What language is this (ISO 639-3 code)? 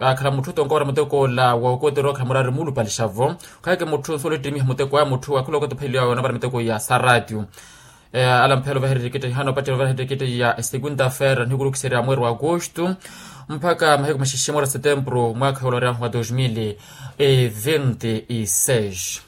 vmw